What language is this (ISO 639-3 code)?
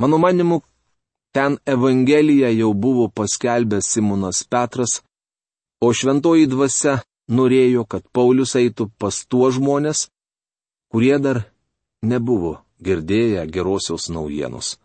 lit